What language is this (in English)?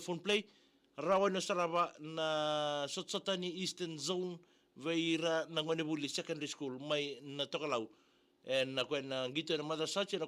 Fijian